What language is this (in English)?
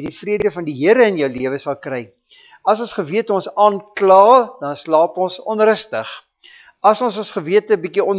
Afrikaans